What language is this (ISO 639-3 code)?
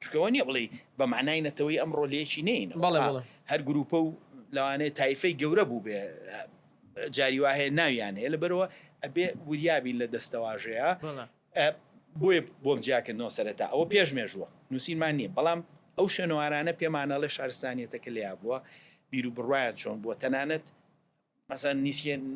ckb